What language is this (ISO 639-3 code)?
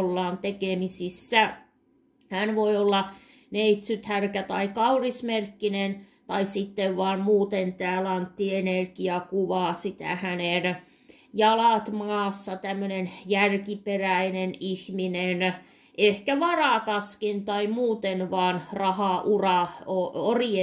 fin